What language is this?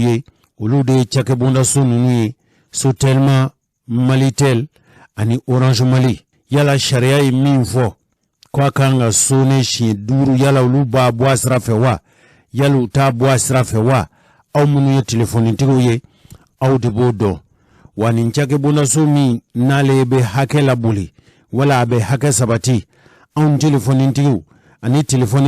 Bambara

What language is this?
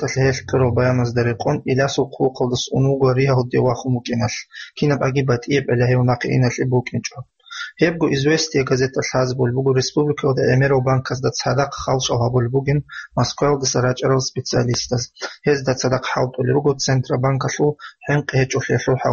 Avaric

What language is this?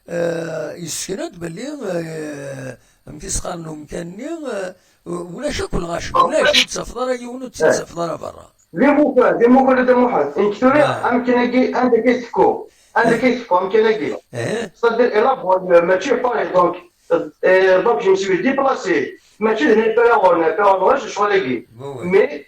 Kabyle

